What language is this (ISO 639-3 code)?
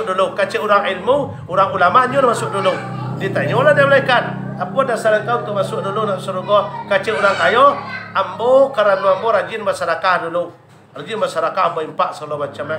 min